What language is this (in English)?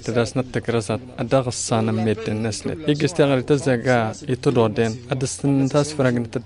Tamasheq